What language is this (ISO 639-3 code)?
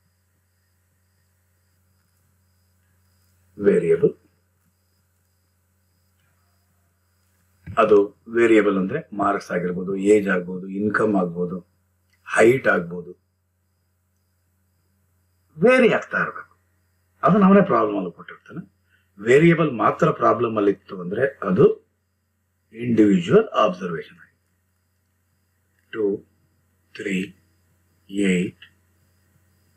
kan